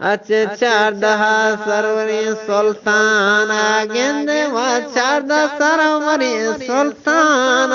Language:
Eastern Balochi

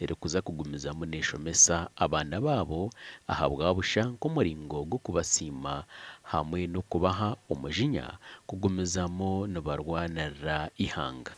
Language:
Nyankole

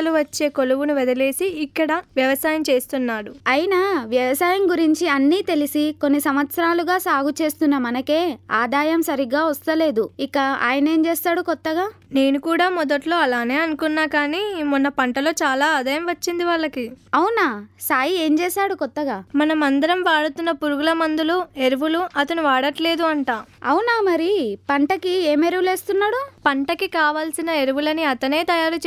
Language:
Telugu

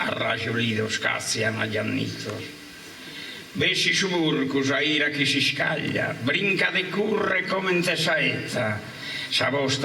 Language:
Sardinian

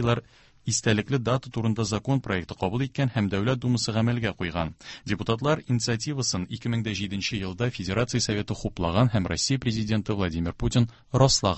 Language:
Tatar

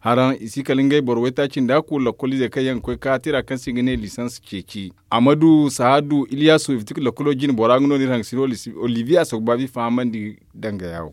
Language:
Zarma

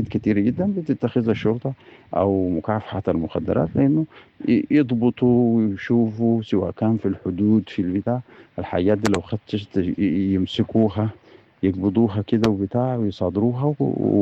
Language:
Sudanese Arabic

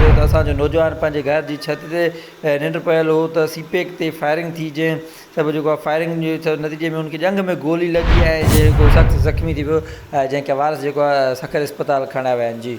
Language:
Sindhi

